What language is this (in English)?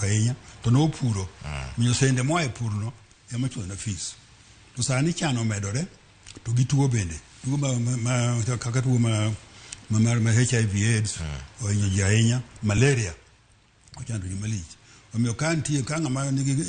Luo (Kenya and Tanzania)